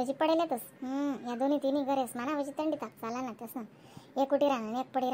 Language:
Khandesi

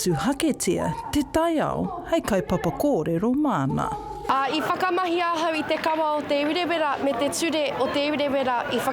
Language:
Māori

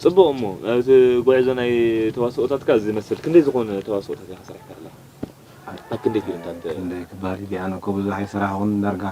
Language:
Tigrinya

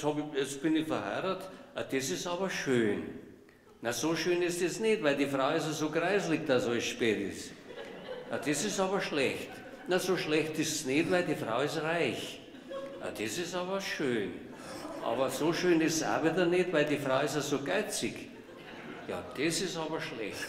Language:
Bavarian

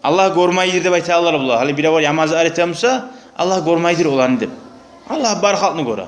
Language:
Kumyk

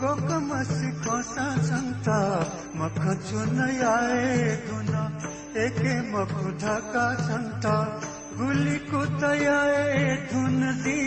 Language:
Newari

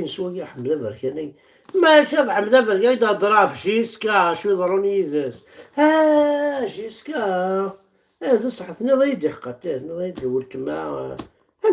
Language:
Kabyle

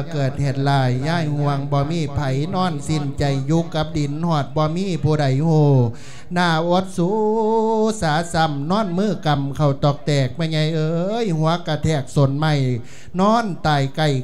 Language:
Lao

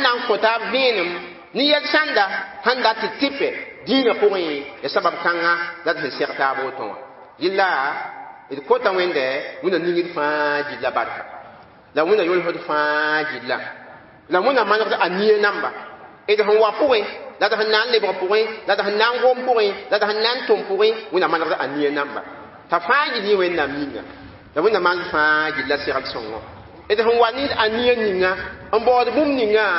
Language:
Mossi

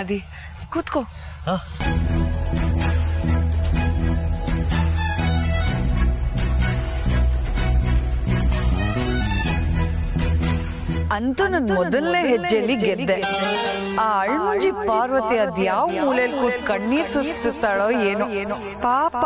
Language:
Kannada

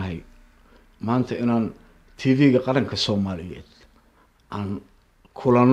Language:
Somali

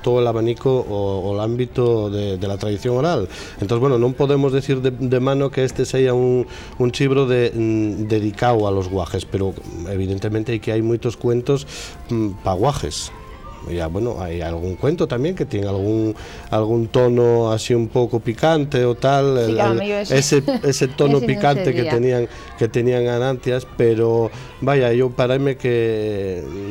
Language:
Asturian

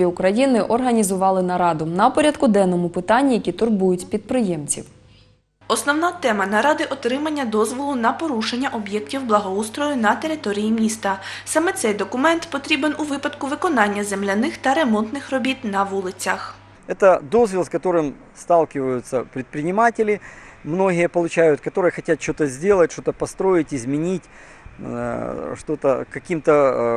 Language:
Ukrainian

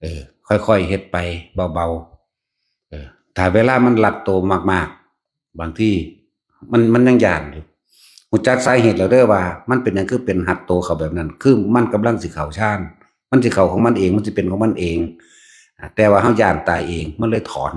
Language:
Northeastern Thai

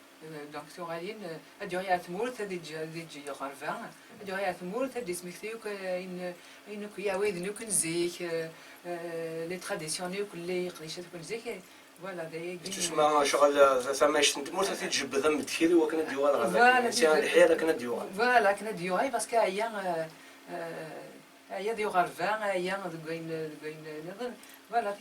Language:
Kabyle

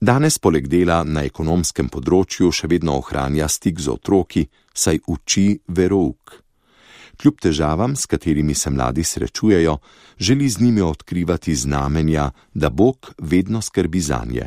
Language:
Slovenian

